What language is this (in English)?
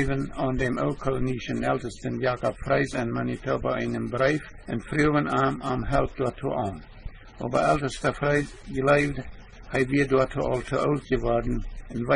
Plautdietsch